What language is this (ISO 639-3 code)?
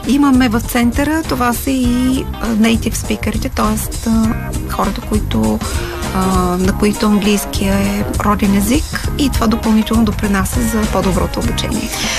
bul